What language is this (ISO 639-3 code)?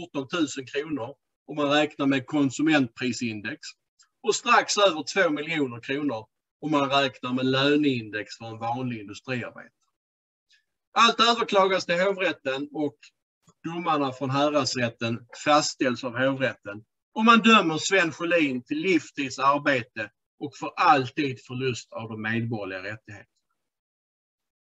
swe